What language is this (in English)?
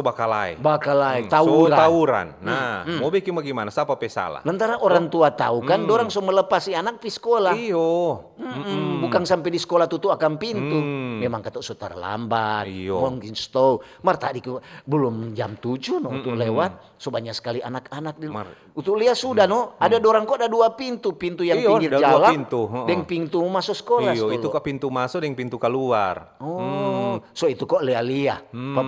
Manado Malay